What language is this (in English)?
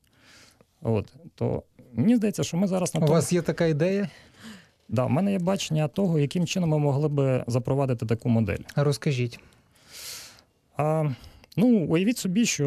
Ukrainian